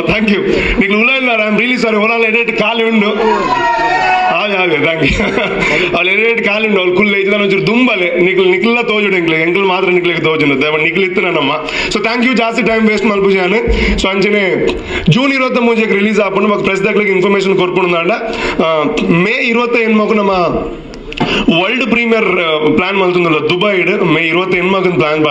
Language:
Tulu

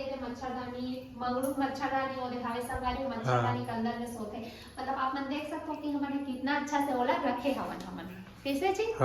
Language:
Chhattisgarhi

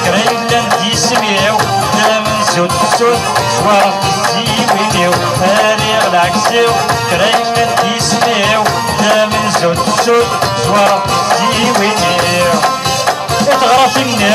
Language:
Kabyle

